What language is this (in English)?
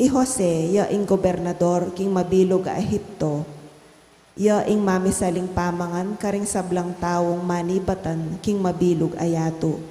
Pampanga